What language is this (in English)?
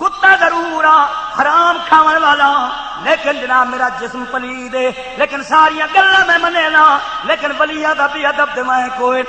Saraiki